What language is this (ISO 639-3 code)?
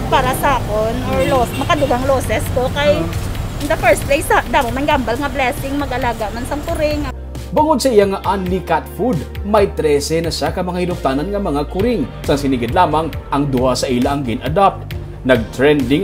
hil